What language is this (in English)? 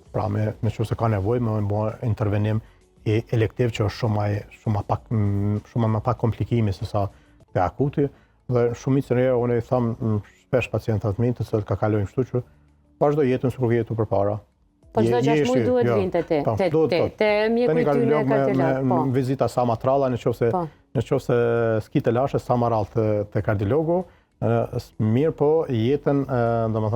Albanian